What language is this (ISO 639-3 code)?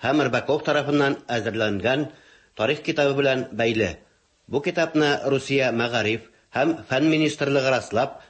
tat